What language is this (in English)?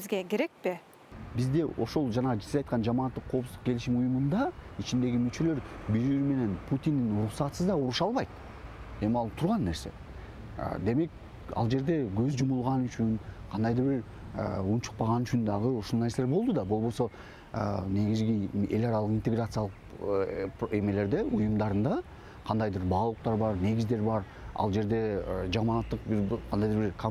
Kyrgyz